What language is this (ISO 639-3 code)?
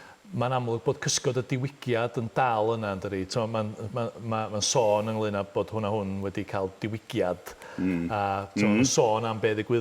cym